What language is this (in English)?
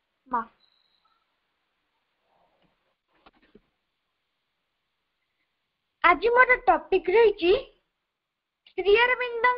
Odia